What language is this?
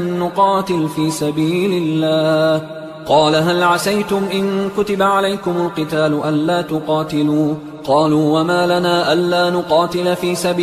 Arabic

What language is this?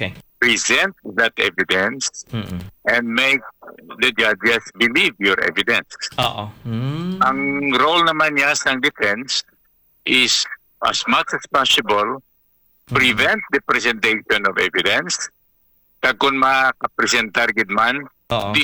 Hiligaynon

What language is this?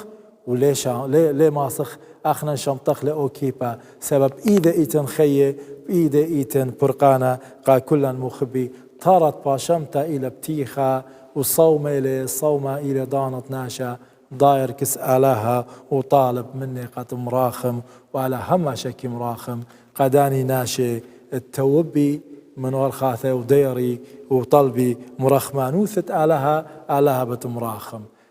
Assyrian Neo-Aramaic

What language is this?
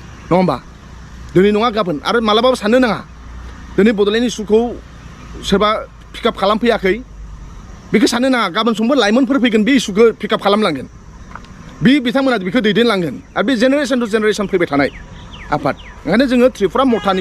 Bodo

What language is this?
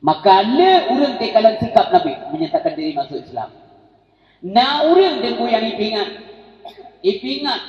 Achinese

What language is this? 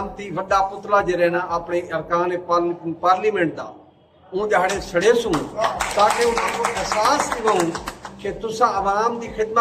Saraiki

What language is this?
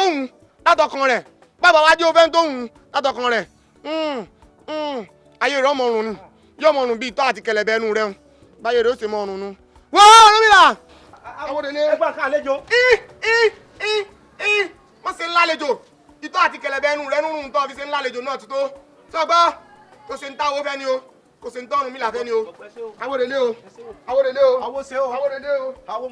Yoruba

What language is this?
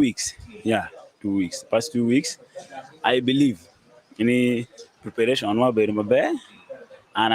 Acoli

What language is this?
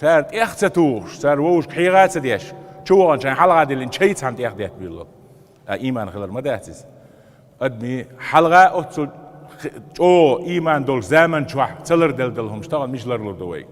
Chechen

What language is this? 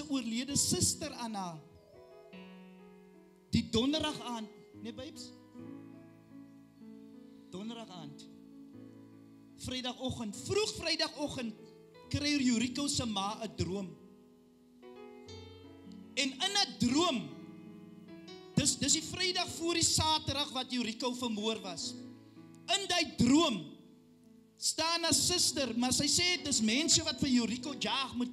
Afrikaans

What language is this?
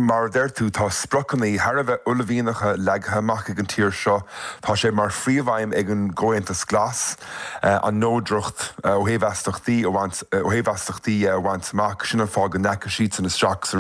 Irish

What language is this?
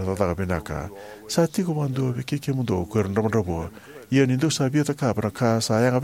Fijian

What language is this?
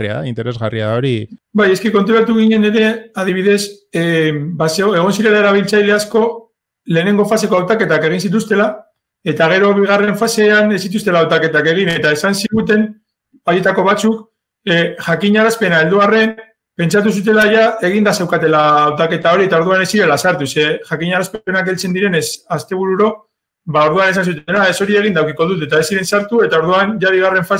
Basque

